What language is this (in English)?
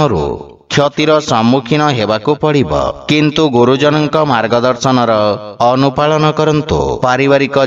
Odia